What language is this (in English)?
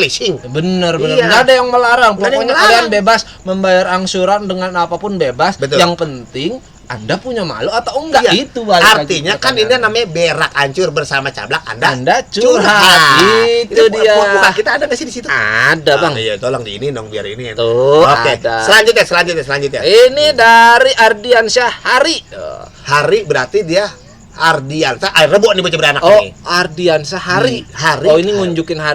Betawi